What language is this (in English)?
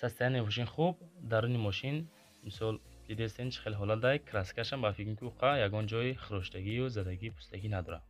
Tajik